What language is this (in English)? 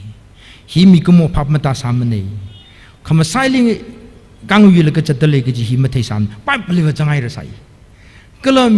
Tangkhul Naga (India)